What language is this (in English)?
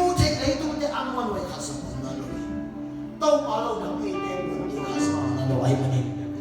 Tedim Chin